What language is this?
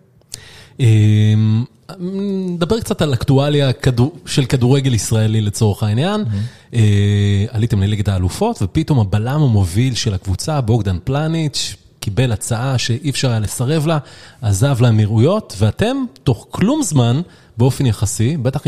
Hebrew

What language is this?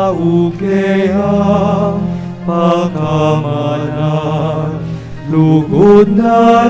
Pampanga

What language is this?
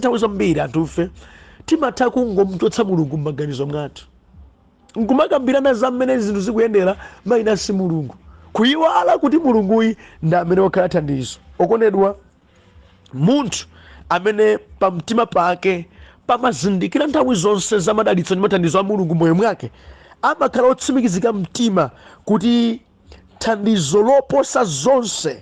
Nyanja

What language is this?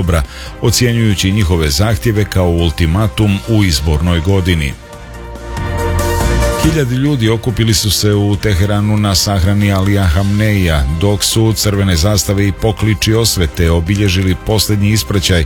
Serbian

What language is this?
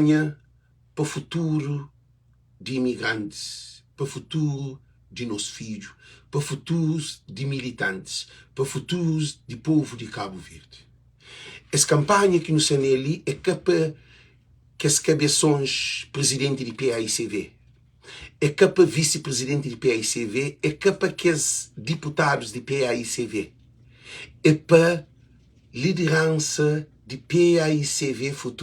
Kabuverdianu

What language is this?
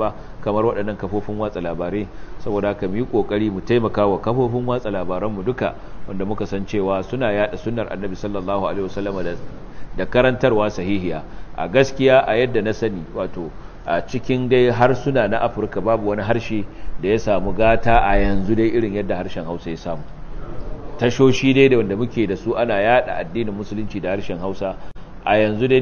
Hausa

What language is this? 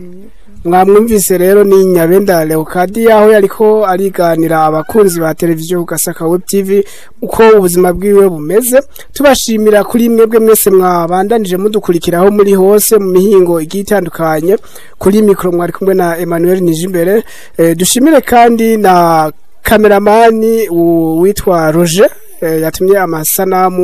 Rundi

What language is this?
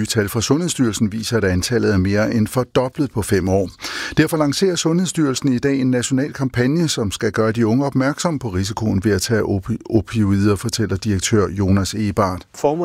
Danish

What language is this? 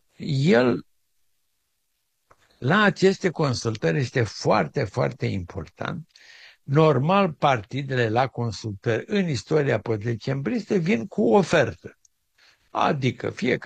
Romanian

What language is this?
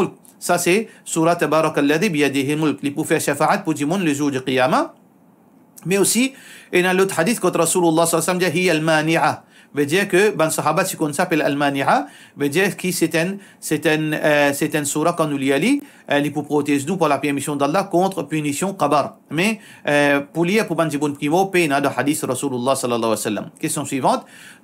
Morisyen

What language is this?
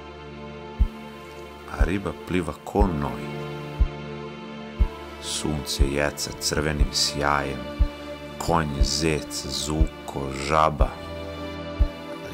Serbian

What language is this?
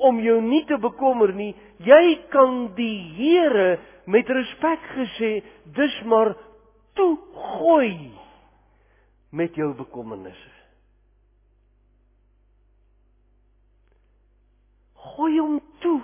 Afrikaans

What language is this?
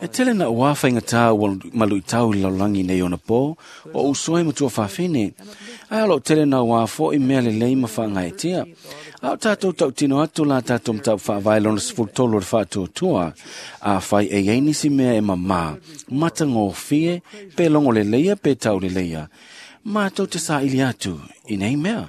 Samoan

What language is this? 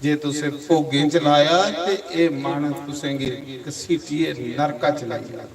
Dogri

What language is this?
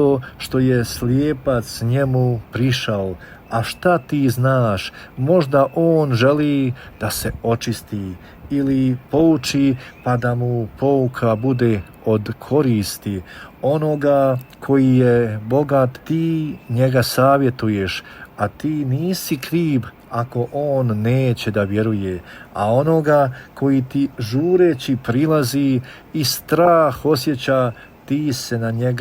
Bosnian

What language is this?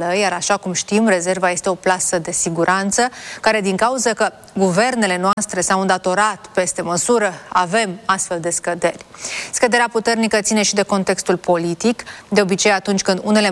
Romanian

